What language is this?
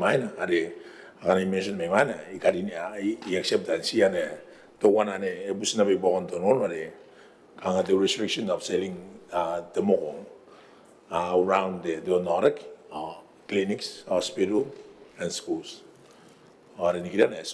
Gilbertese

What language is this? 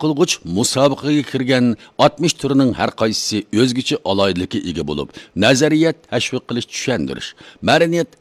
Uyghur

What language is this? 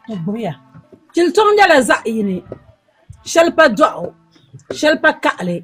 Dagbani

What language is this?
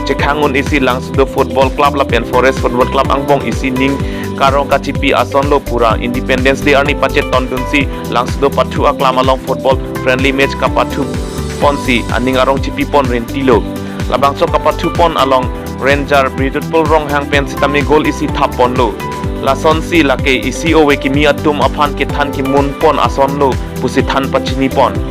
Karbi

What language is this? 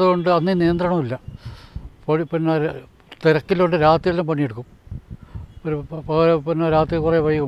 Malayalam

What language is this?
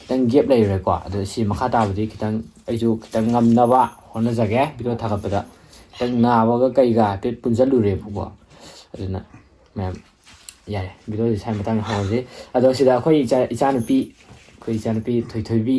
Manipuri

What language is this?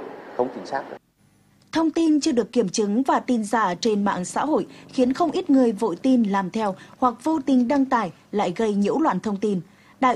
Vietnamese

